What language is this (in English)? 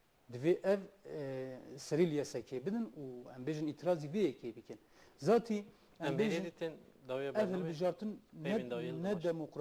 Kurdish